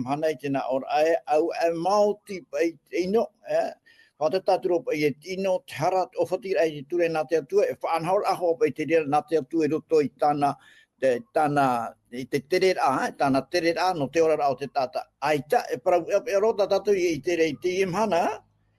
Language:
Tahitian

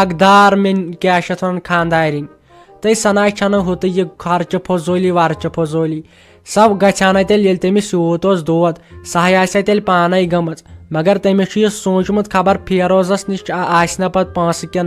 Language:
Kashmiri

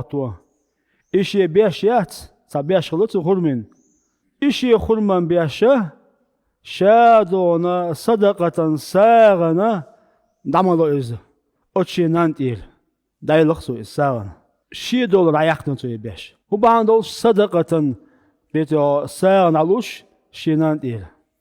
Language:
Chechen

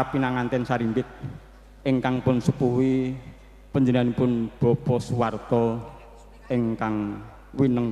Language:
Javanese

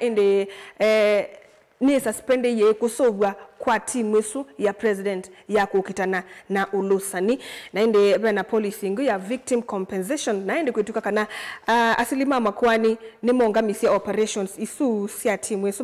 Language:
Kamba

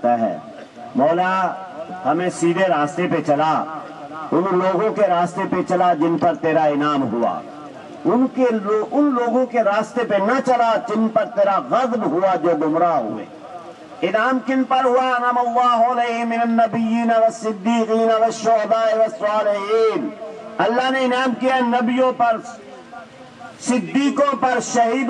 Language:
Urdu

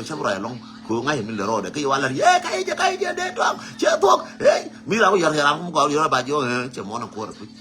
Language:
Nuer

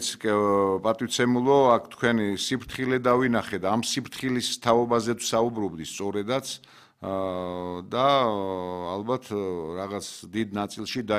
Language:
Georgian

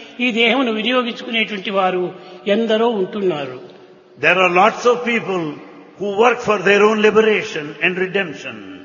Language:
Telugu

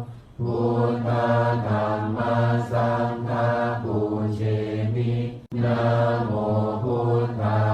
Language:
Pali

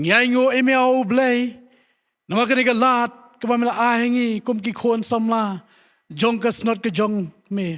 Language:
Khasi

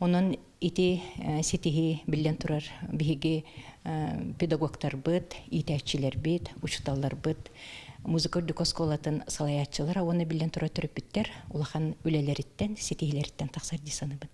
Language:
Yakut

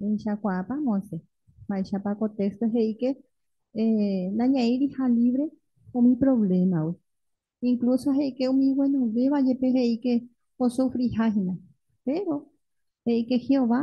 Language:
Guarani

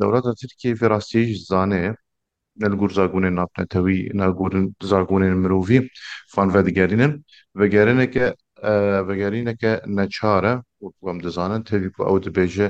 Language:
Kurdish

